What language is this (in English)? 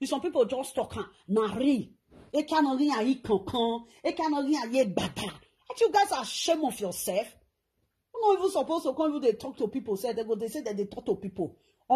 Nigerian Pidgin